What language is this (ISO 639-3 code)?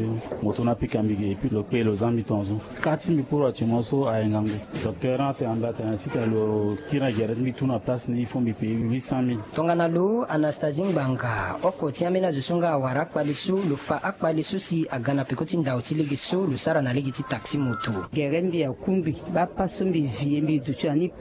sag